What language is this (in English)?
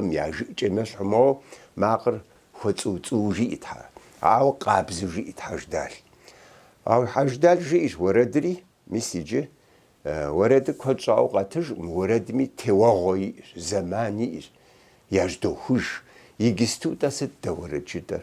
Kabardian